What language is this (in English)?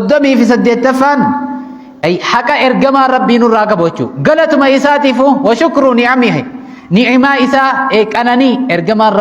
Oromo